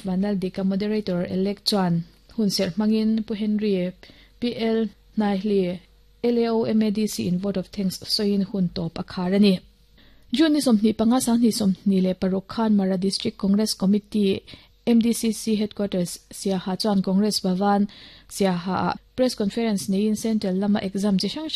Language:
Mizo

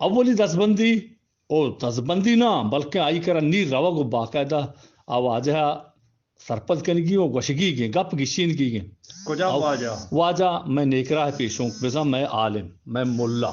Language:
Eastern Balochi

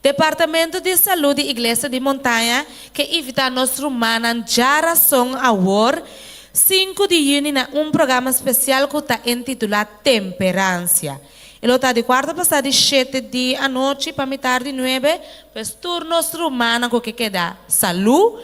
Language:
Papiamento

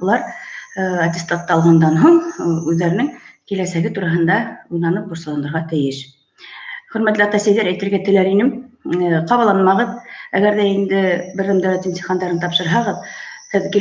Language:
Bashkir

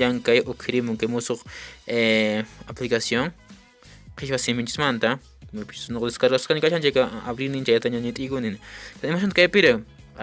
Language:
Quechua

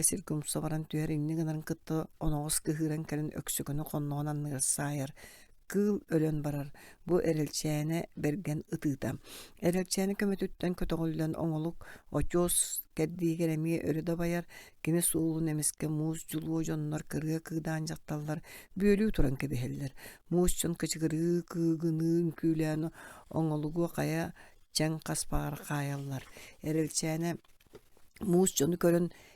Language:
Yakut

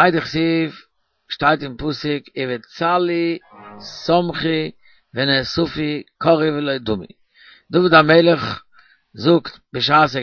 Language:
Yiddish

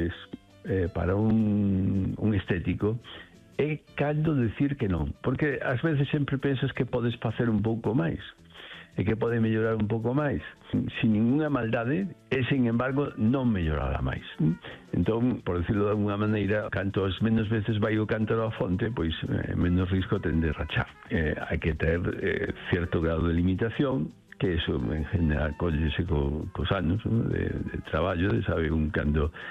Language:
Galician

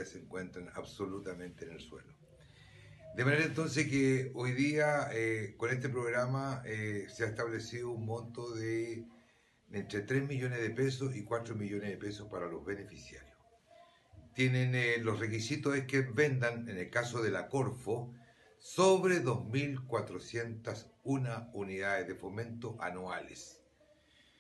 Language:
Spanish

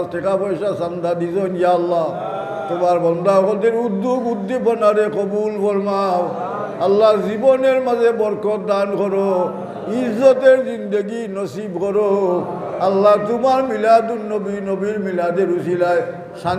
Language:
Sylheti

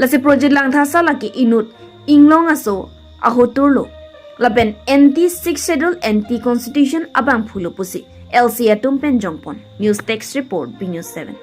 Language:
Karbi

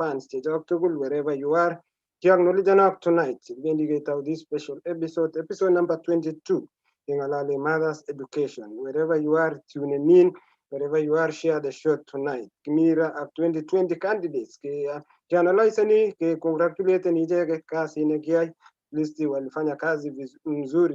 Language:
Kalenjin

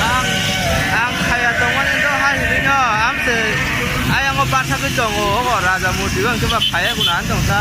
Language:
Kok Borok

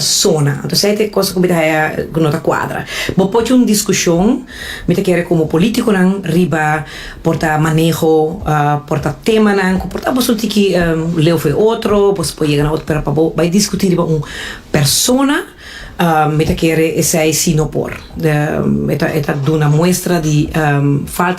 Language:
Papiamento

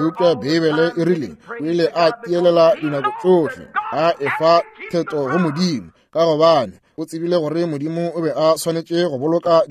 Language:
Northern Sotho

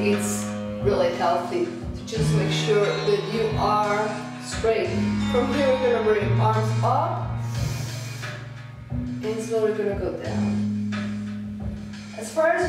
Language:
English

